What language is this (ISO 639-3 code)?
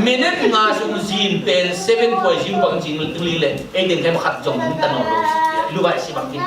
ctd